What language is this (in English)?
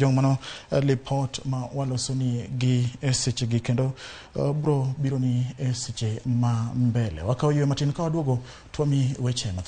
Luo (Kenya and Tanzania)